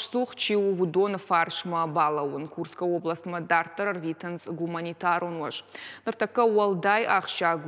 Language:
Ossetic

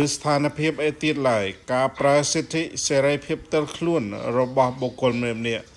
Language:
Khmer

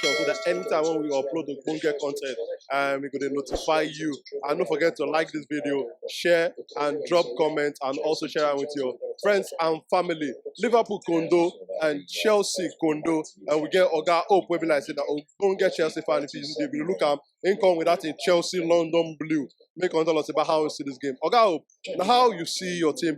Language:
Nigerian Pidgin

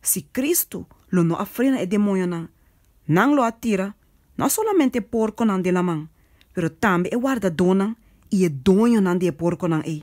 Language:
Papiamento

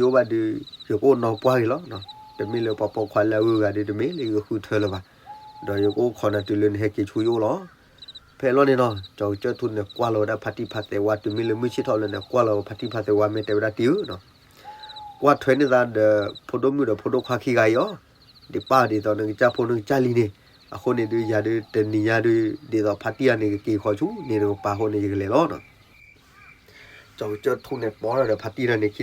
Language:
S'gaw Karen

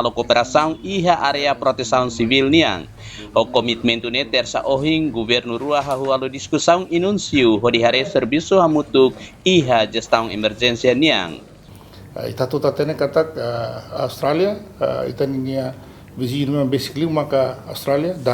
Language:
Tetum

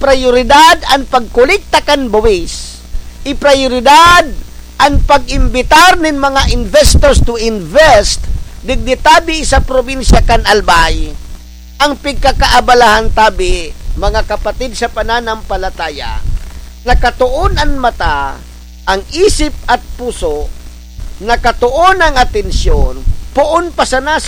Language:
Bikol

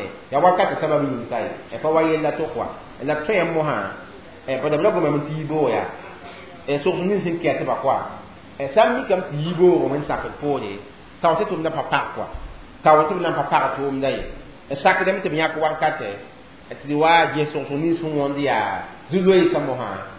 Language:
Mossi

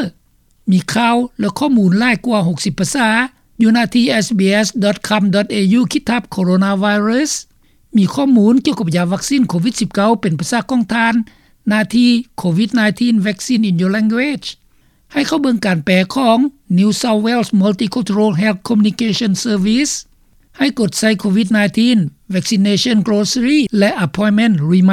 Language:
Lao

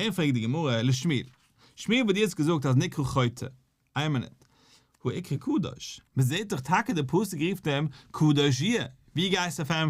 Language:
Yiddish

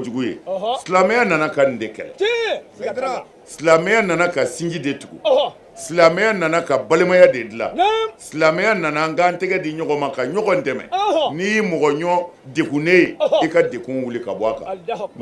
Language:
Bambara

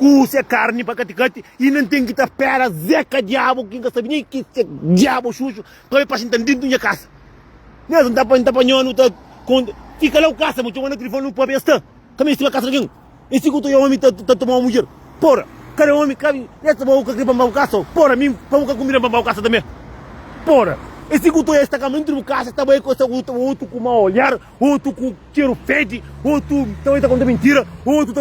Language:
Kabuverdianu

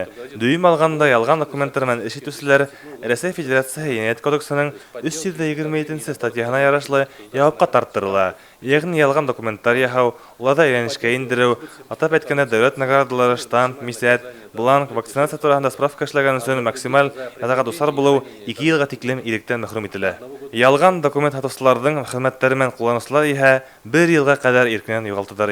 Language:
Bashkir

